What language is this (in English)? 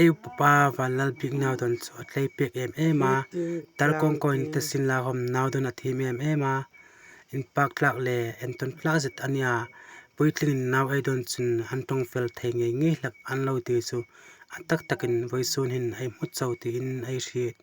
Hmar